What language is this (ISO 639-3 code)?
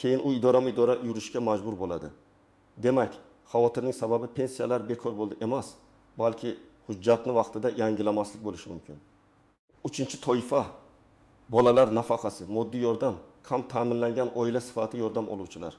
uzb